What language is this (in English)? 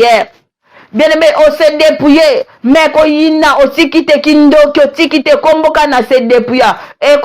Lingala